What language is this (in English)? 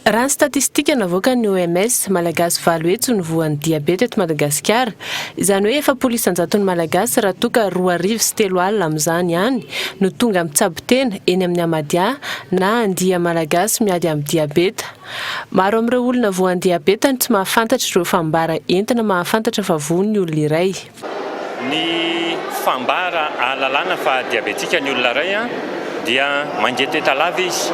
Malagasy